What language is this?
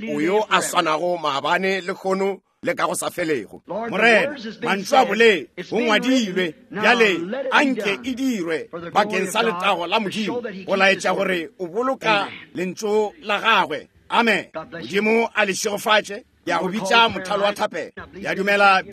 Northern Sotho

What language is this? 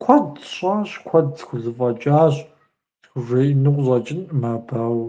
Kabardian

